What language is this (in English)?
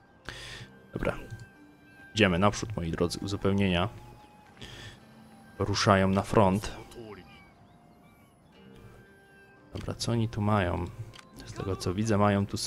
Polish